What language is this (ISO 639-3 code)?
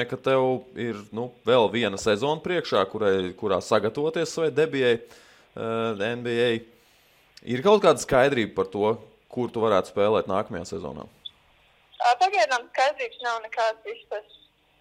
lav